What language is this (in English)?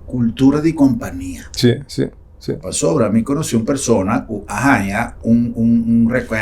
Papiamento